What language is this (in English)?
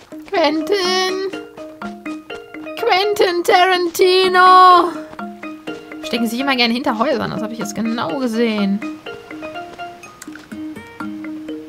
German